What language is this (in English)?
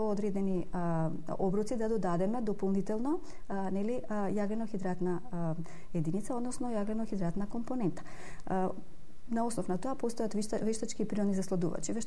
Macedonian